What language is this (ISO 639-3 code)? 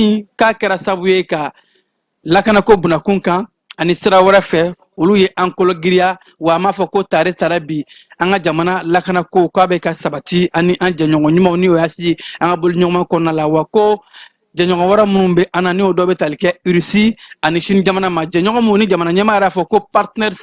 bam